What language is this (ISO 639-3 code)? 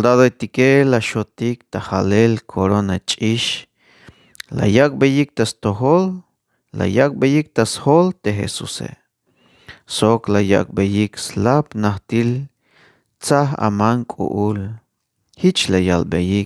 tzh